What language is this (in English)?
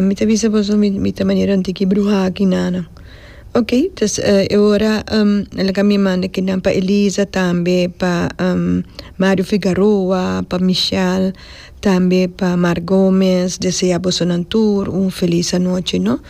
Papiamento